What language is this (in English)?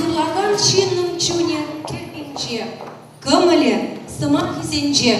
Chuvash